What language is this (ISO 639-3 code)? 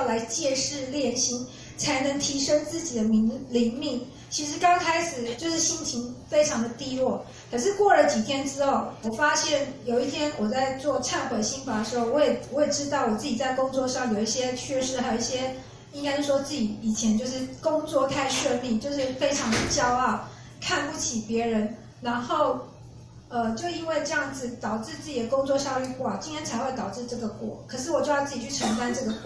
zho